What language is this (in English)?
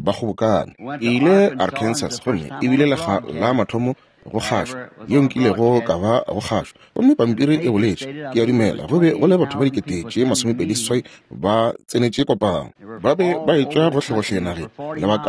Northern Sotho